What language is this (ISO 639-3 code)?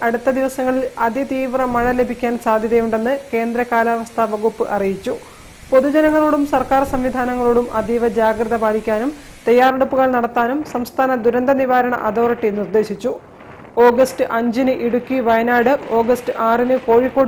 mal